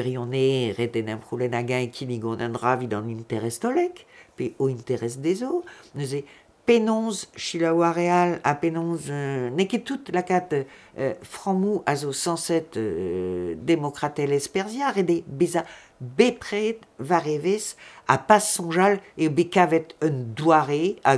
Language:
Breton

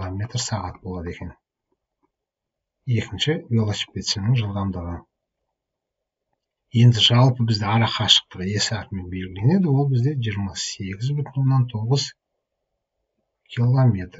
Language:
Kazakh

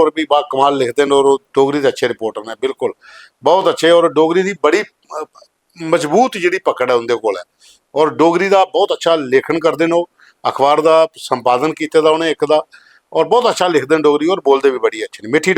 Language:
Dogri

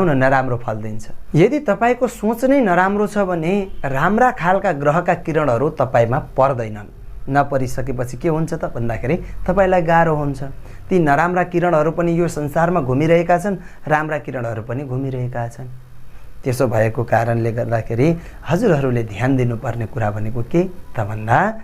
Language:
Nepali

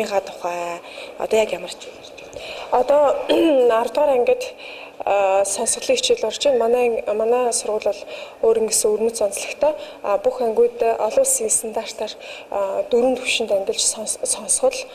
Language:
Mongolian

